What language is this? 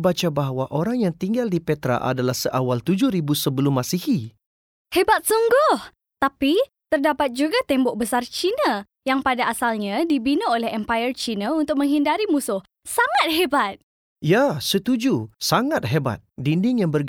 Malay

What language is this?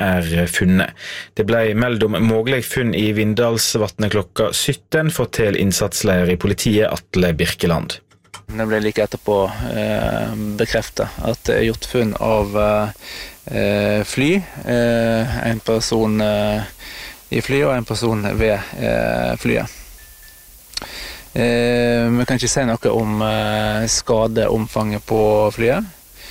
Norwegian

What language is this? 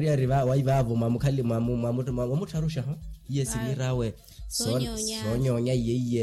Makhuwa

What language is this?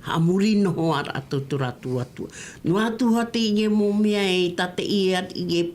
Tahitian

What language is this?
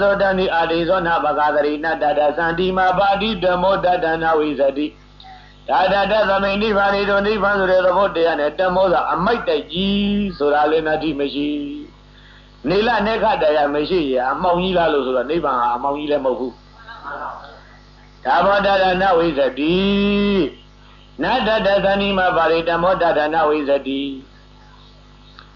Burmese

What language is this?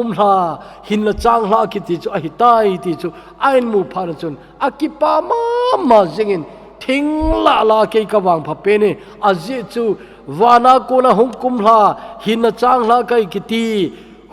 Thado Chin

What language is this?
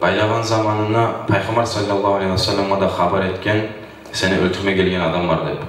Kumyk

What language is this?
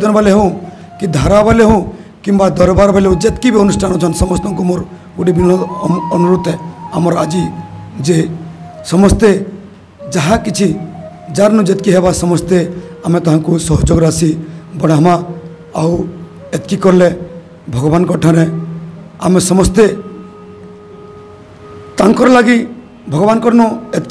Odia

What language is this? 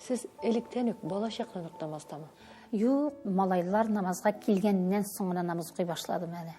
Tatar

